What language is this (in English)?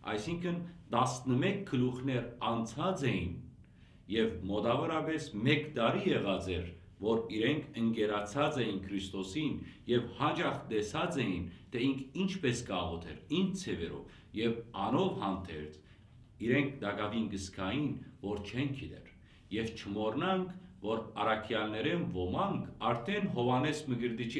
Western Armenian